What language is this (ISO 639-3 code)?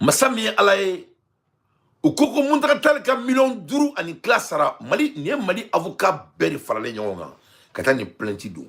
bam